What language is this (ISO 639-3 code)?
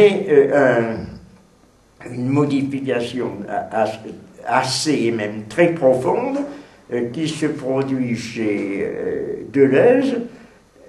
fra